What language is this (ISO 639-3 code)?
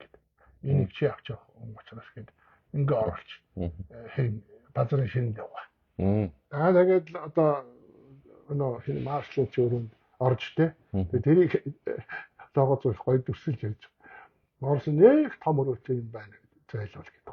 mon